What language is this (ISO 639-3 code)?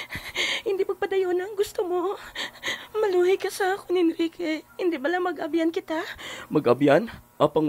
hil